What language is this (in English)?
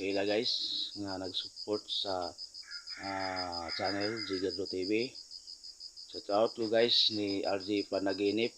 Cebuano